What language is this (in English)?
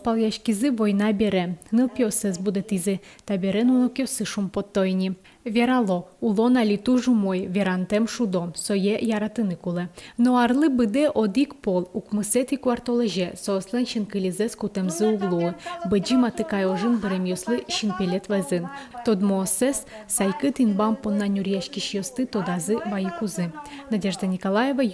Udmurt